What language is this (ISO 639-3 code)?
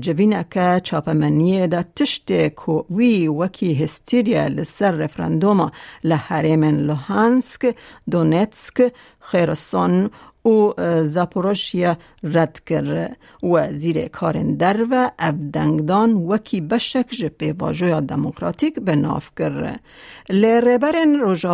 kur